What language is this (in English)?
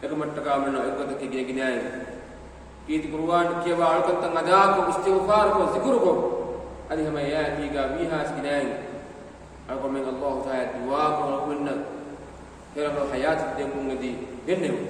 Divehi